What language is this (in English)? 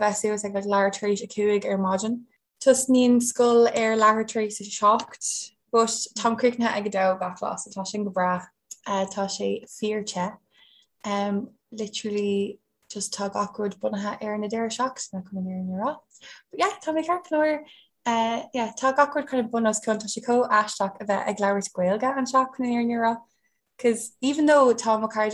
Irish